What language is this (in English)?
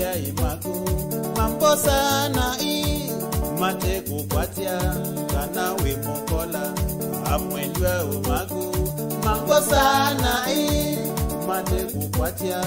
Kamba